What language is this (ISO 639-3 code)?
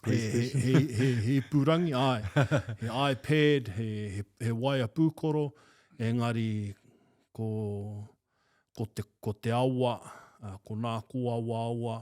mri